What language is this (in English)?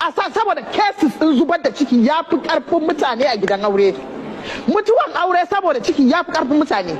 Hausa